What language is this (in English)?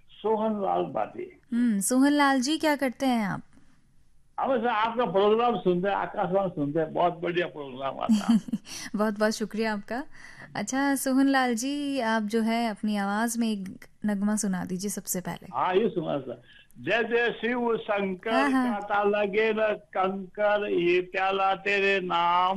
Hindi